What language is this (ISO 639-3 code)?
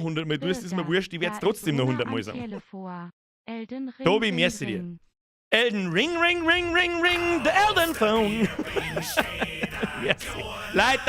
bar